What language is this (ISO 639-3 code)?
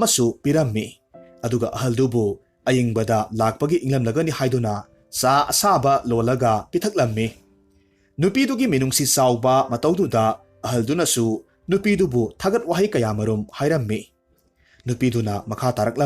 mni